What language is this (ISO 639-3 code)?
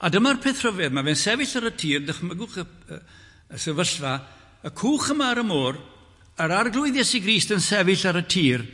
cym